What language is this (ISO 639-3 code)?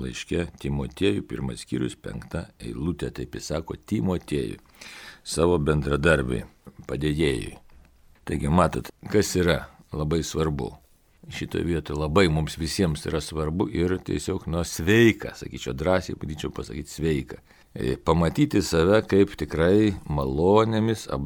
lit